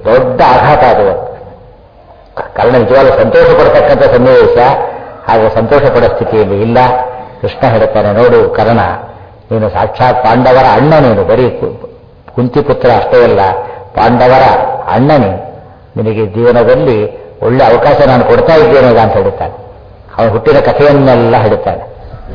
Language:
Kannada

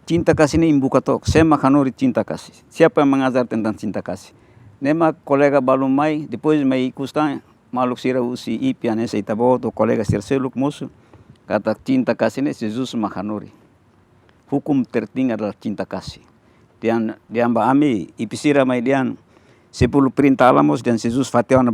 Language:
Tetum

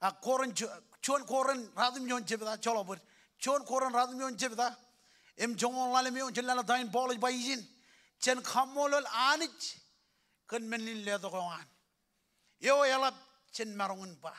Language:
Marshallese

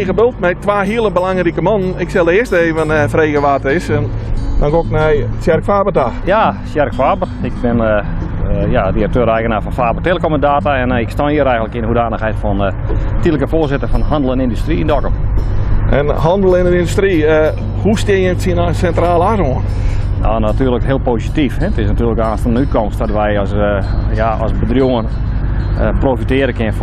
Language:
Western Frisian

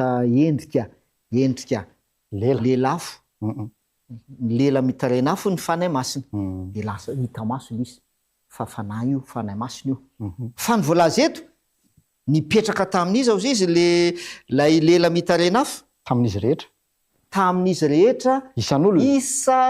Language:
Malagasy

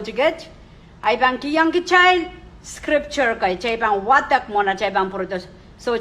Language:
Pohnpeian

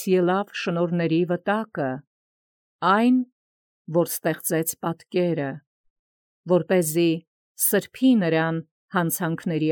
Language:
Armenian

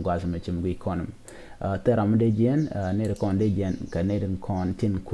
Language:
Nuer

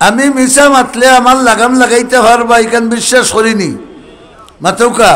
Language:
Sylheti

